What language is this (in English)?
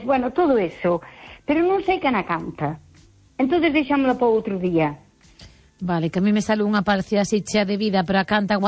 Galician